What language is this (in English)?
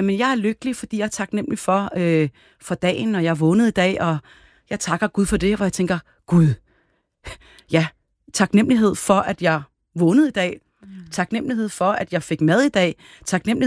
Danish